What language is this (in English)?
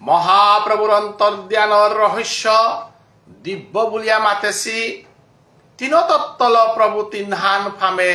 Bishnupriya